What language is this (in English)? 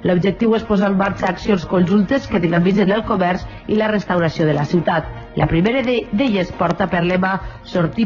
Catalan